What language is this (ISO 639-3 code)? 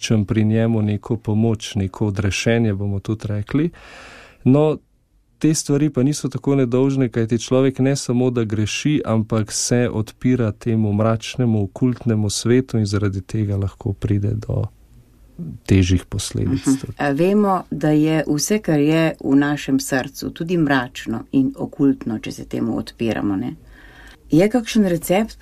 slv